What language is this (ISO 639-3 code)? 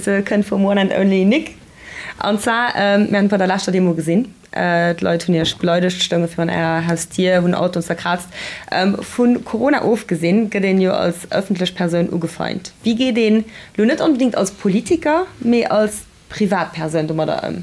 ltz